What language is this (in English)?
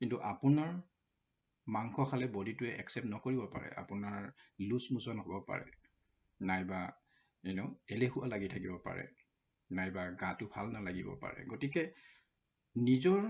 Assamese